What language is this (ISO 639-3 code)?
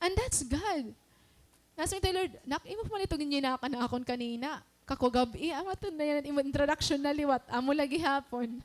war